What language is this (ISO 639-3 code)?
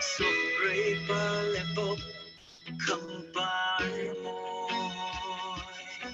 cfm